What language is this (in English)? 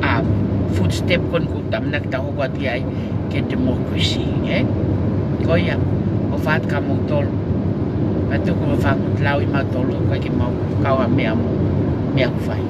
Tongan